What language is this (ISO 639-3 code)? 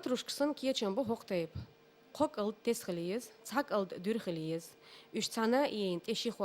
che